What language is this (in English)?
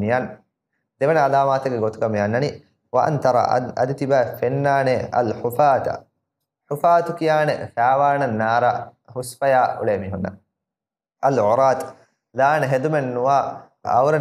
Divehi